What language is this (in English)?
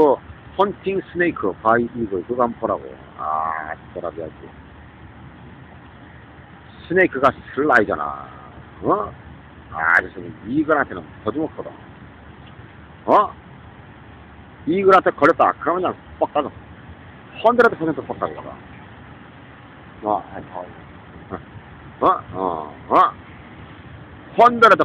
Korean